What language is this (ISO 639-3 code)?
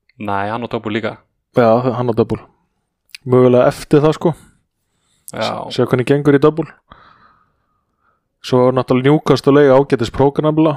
isl